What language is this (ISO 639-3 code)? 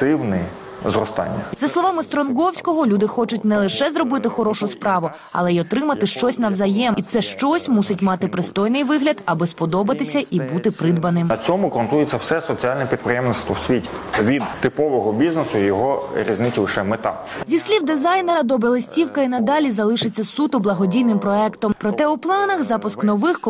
ukr